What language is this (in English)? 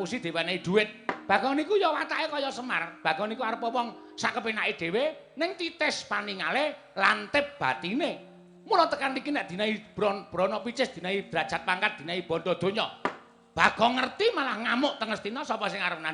Javanese